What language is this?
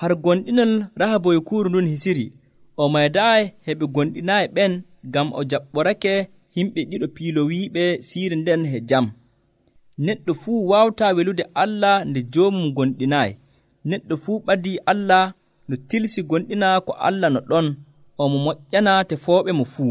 Nigerian Fulfulde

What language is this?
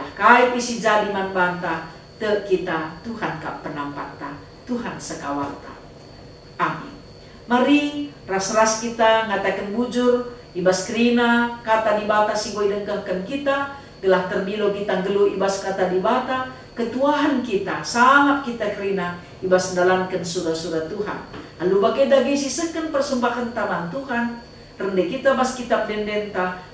Batak Karo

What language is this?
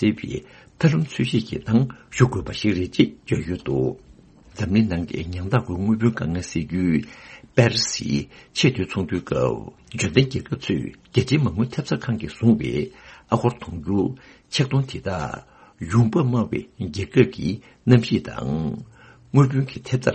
Tibetan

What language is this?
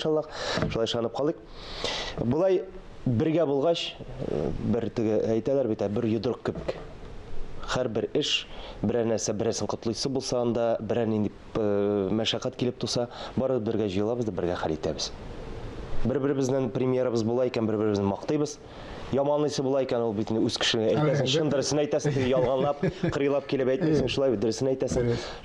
Tatar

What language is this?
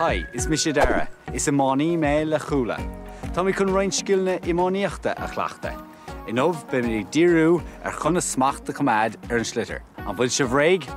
Irish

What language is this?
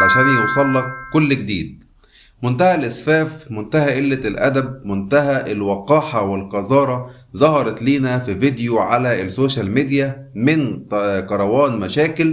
Egyptian Arabic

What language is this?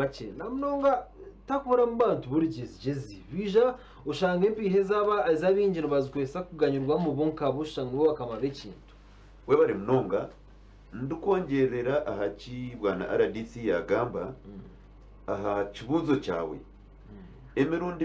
Nyankole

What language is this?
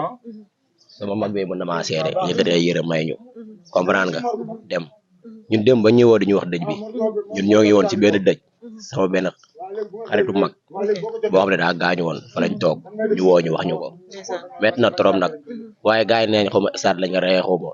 Wolof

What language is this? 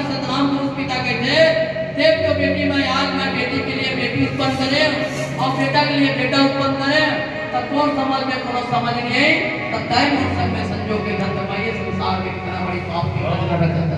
Chhattisgarhi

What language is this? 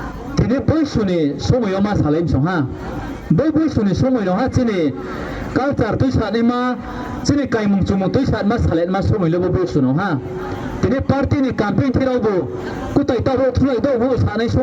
Riang (India)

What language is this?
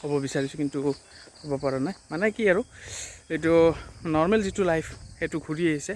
Assamese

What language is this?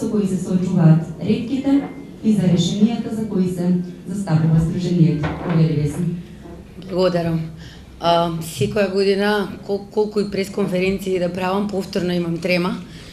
Macedonian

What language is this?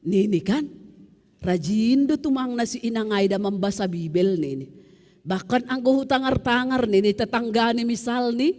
Batak Simalungun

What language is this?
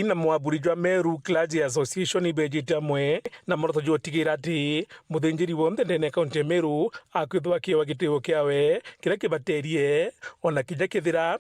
Meru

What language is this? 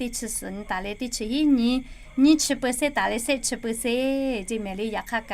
Lahu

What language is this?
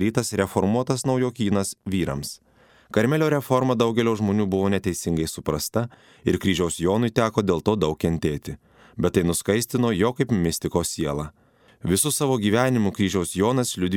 Lithuanian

